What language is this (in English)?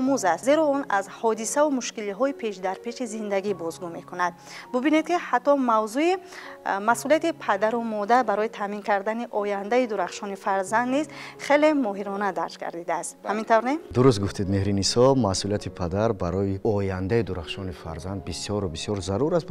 Tajik